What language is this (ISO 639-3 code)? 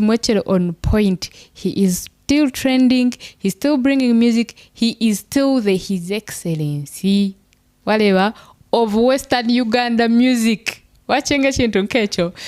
nyn